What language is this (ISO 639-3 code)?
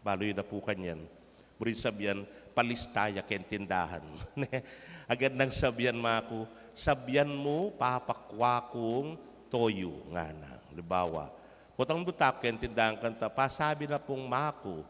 pam